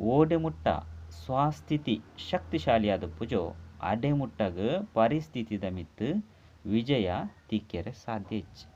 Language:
Tulu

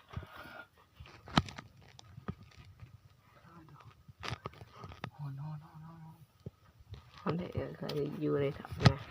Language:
Lao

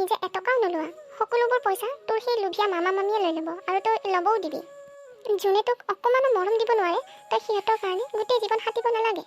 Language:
Assamese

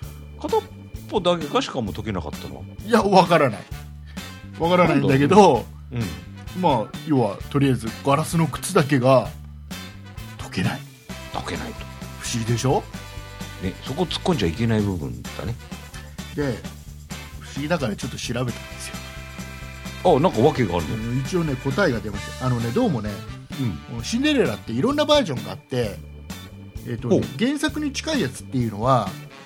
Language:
Japanese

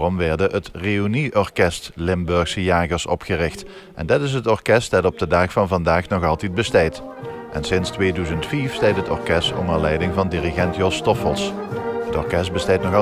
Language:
Limburgish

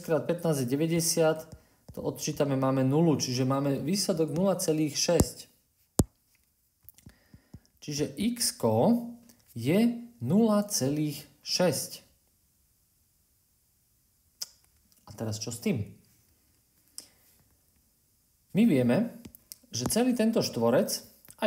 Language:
Slovak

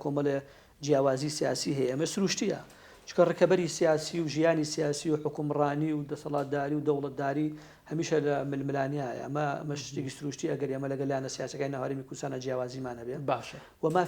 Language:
Central Kurdish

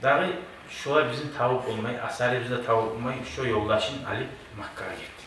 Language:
Kumyk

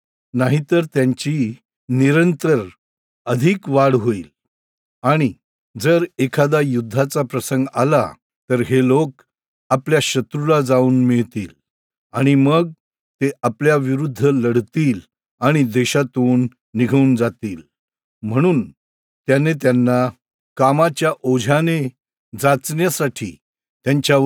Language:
Marathi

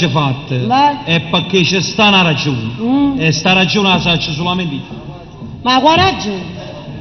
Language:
Neapolitan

